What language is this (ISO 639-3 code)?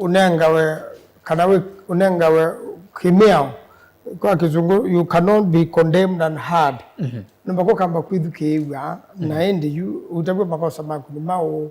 kam